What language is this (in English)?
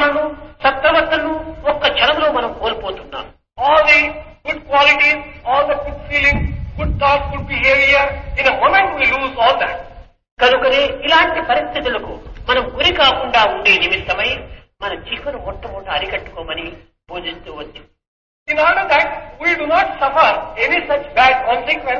Telugu